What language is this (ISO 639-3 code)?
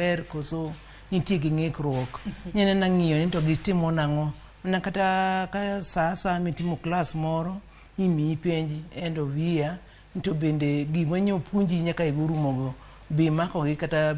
luo